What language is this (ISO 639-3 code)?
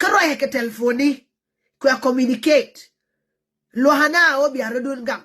nus